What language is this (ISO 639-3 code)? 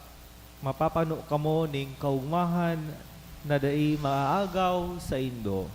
bik